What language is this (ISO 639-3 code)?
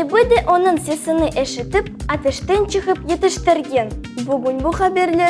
crh